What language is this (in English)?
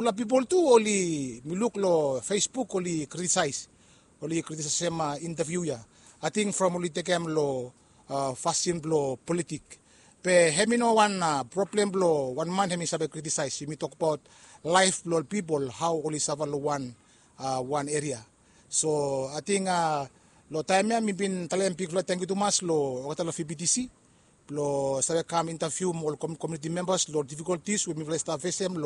Bislama